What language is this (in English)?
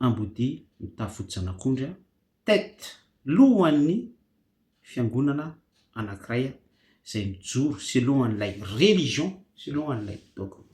Malagasy